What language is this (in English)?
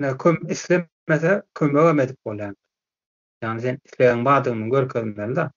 Turkmen